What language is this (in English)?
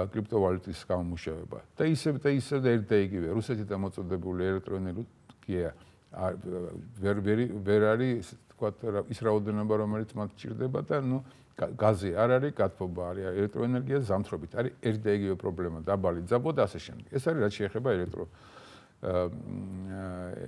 Georgian